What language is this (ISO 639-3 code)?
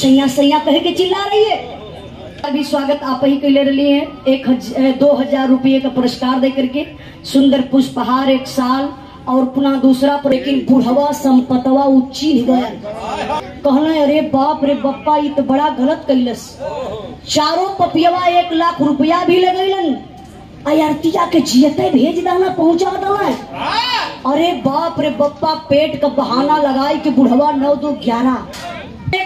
bho